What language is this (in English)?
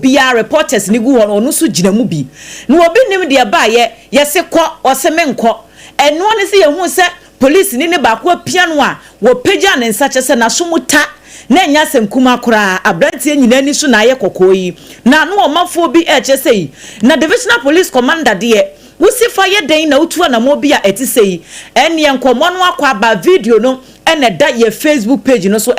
Akan